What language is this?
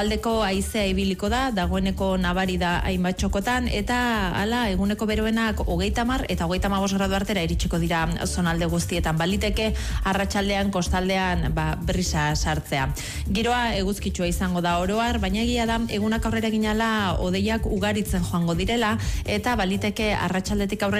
Basque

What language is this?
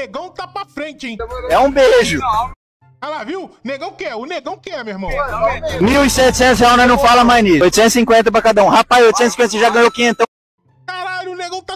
Portuguese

